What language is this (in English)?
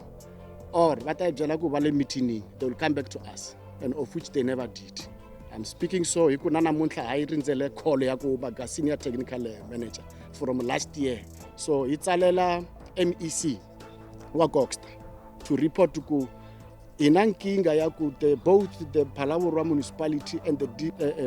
Tsonga